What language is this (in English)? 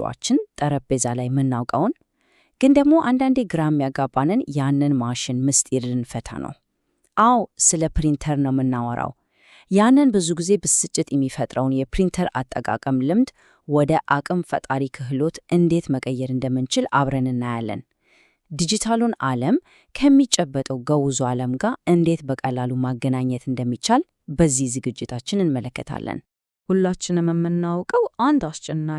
Amharic